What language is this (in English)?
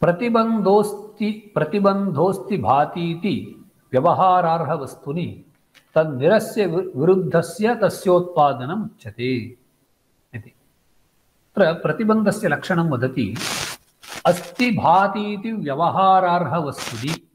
Sanskrit